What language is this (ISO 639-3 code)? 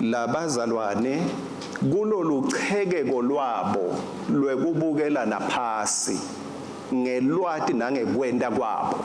ssw